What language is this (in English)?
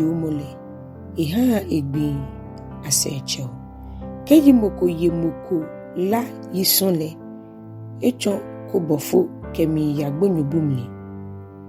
Ga